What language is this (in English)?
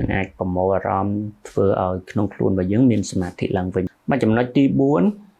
Khmer